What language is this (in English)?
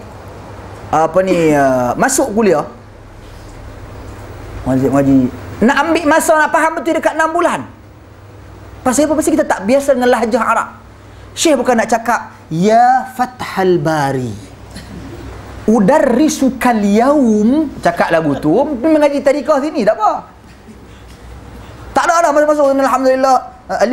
Malay